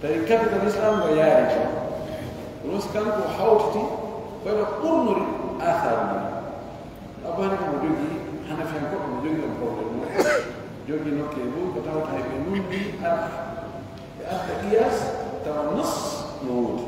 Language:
Pular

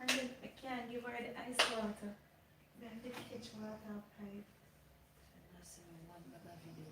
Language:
Jamaican Creole English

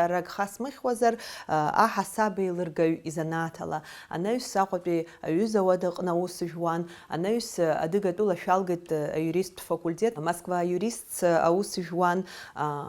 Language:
Abkhazian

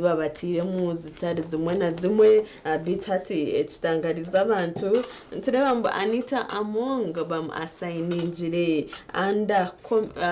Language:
Nyankole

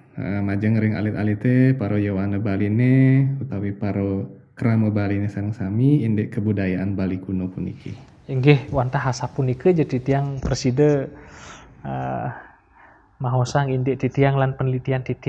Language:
Balinese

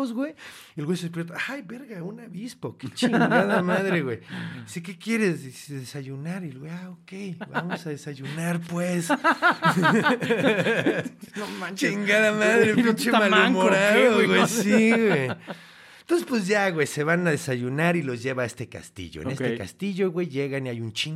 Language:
Spanish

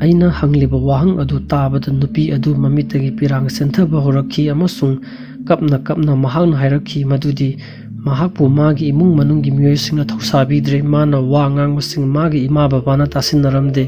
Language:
Manipuri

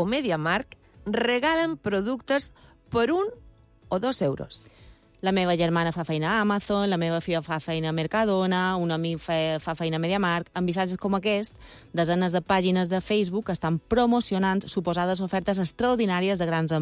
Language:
Catalan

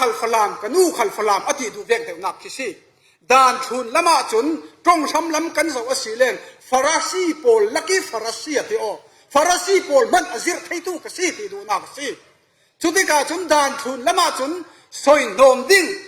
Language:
Falam Chin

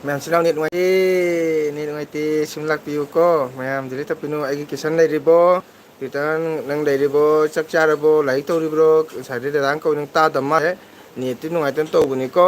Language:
Manipuri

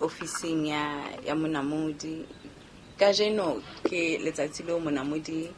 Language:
Southern Sotho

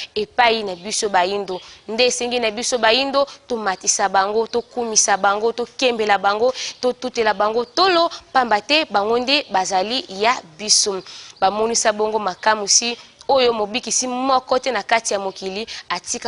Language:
Lingala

